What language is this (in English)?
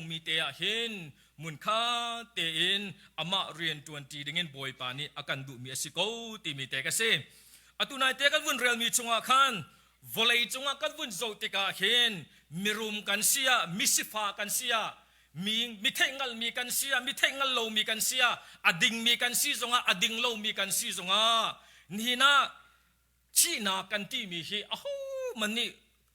Hakha Chin